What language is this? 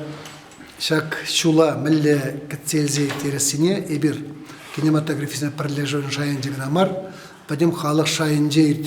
Chuvash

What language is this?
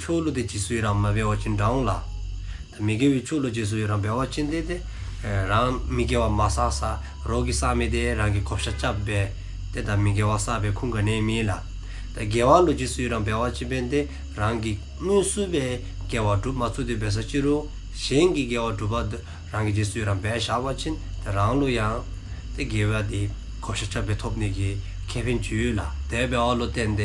Dzongkha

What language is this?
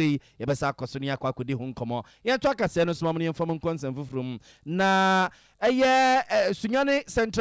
Akan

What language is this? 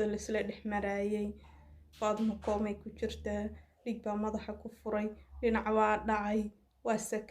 Somali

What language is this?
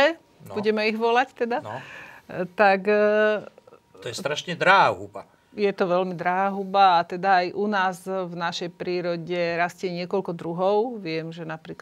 Slovak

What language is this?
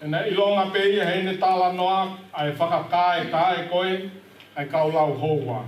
Tongan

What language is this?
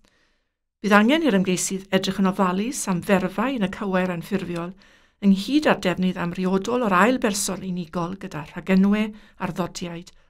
Welsh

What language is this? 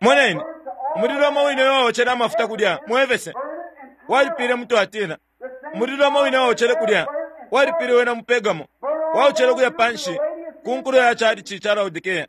Bemba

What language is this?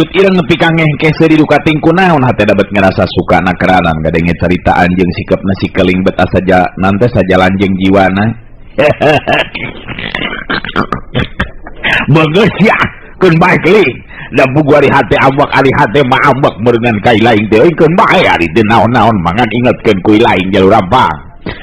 Sundanese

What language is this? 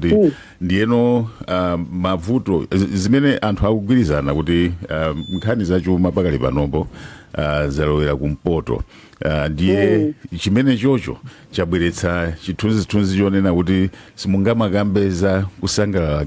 Nyanja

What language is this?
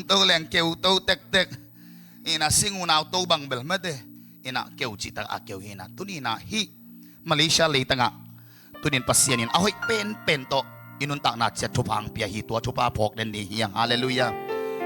Tedim Chin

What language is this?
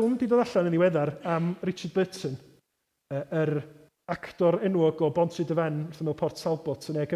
Welsh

